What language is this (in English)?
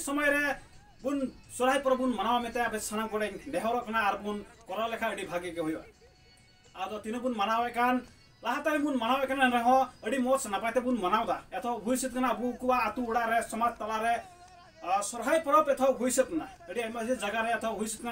Santali